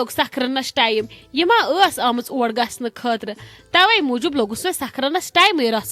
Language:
Kashmiri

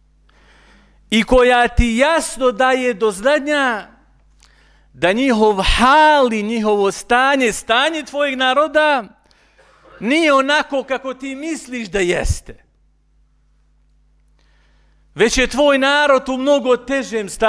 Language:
Bosnian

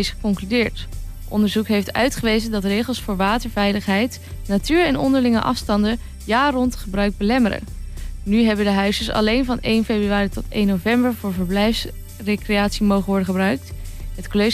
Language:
Dutch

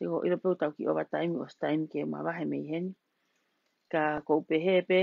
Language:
Tongan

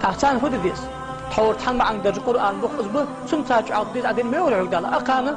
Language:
Ingush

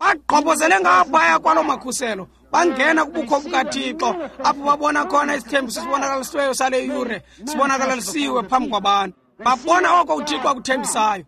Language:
Xhosa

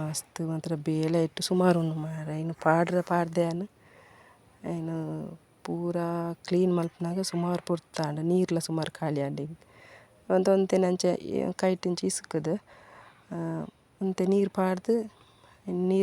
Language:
Tulu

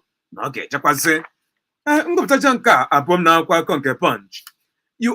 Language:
Igbo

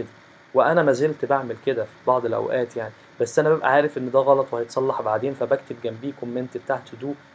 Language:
Egyptian Arabic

